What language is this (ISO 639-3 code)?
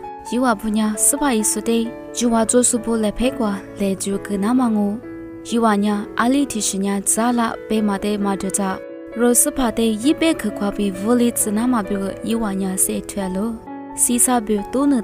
lis